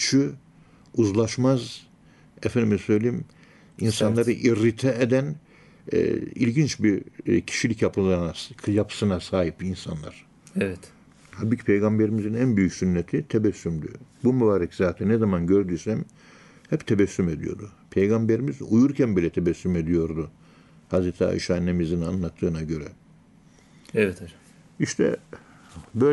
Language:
Turkish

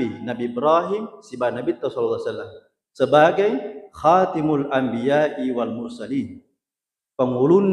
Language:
Buginese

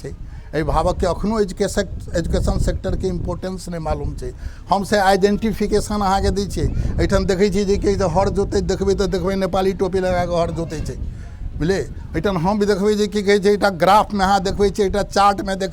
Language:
Maithili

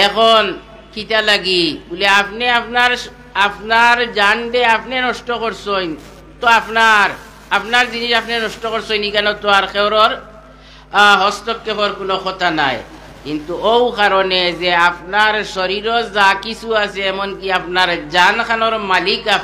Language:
Sylheti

